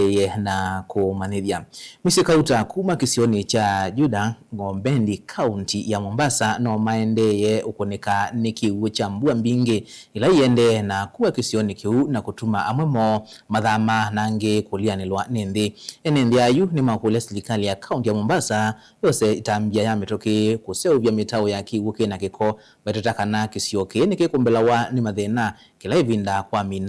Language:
Kamba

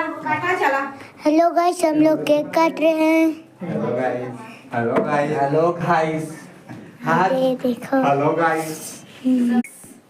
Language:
Chhattisgarhi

